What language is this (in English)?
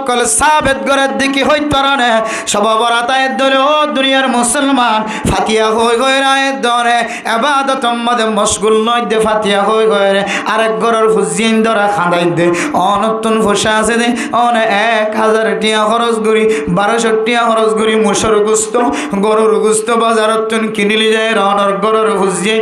Rohingya